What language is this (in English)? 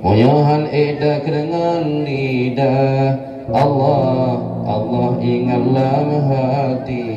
Achinese